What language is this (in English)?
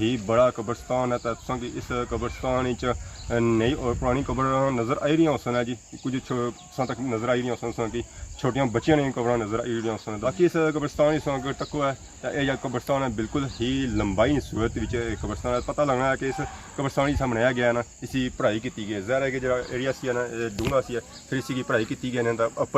Pahari-Potwari